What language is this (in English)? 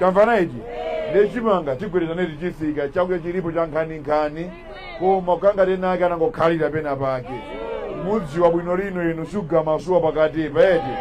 Nyanja